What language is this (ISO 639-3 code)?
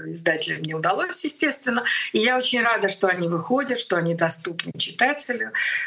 rus